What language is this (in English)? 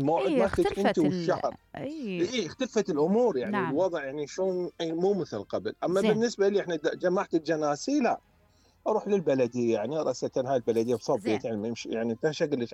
Mesopotamian Arabic